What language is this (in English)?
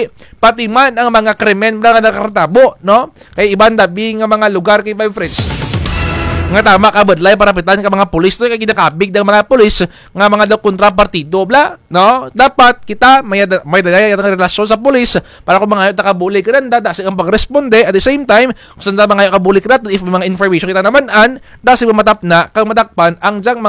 Kinaray-a